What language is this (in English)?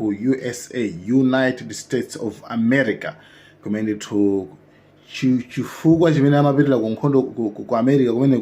Nyanja